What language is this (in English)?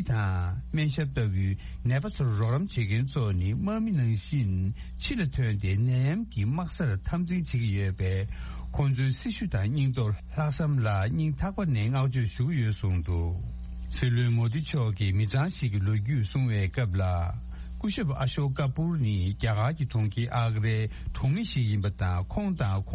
Tibetan